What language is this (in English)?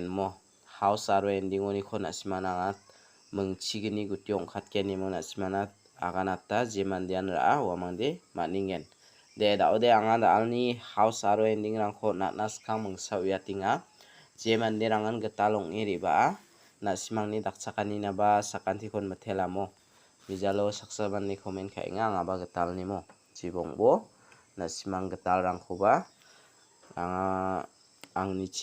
Garo